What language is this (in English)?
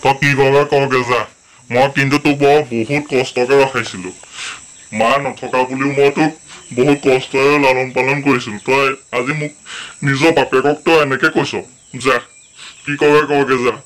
Assamese